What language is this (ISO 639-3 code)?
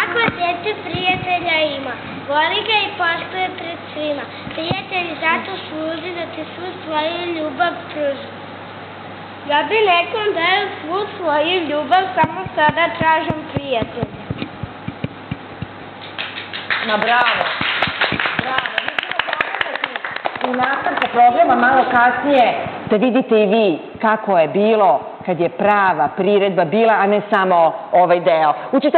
srp